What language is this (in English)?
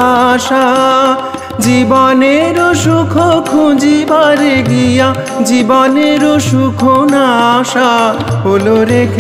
Bangla